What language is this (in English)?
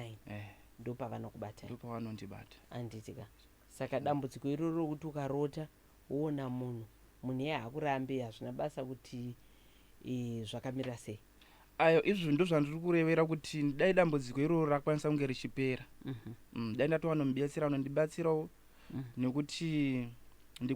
Shona